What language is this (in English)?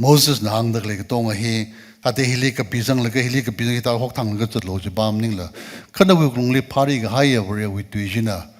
Tangkhul Naga (India)